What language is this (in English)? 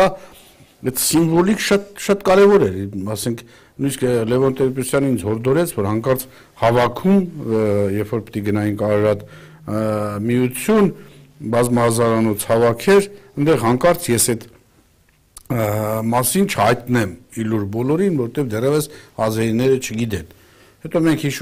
Armenian